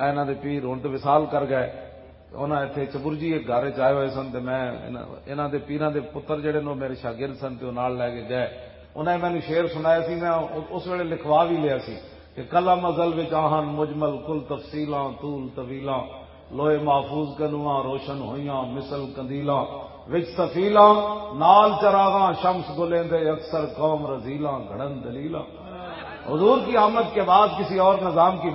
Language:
Western Panjabi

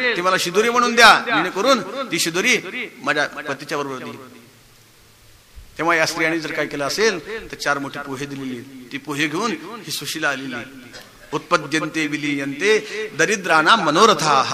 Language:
Marathi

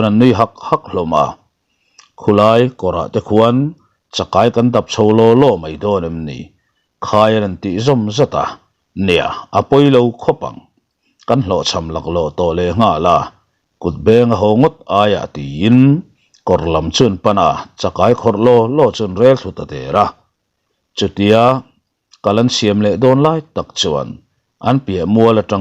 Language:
Mizo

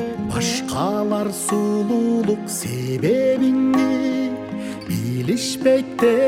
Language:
Kyrgyz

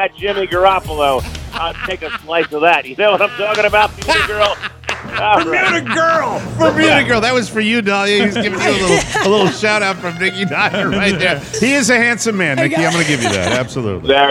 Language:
English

